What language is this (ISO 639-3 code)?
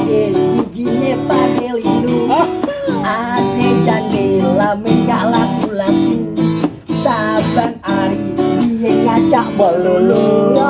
bew